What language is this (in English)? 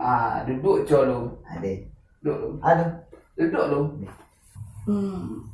Minangkabau